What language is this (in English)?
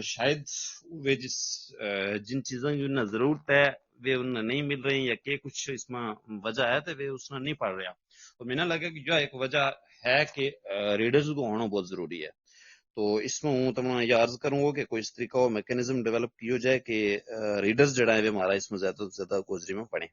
Gujari